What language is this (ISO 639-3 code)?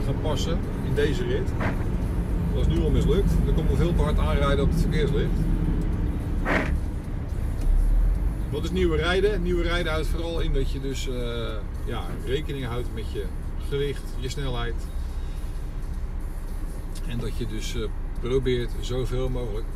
nld